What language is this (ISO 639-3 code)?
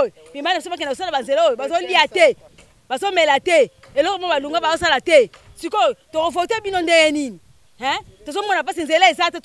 lin